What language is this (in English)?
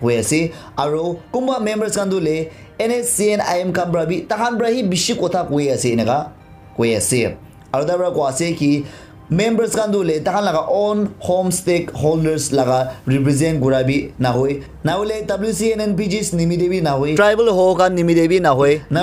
Naga Pidgin